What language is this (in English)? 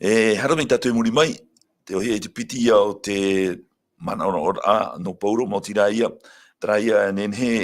Tahitian